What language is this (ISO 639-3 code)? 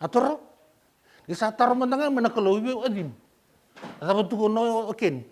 fij